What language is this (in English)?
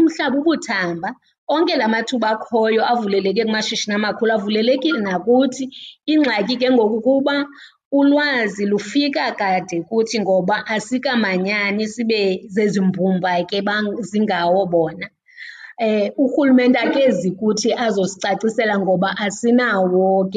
Xhosa